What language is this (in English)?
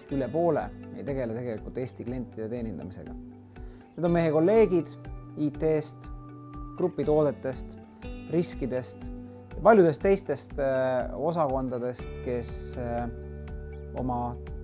Estonian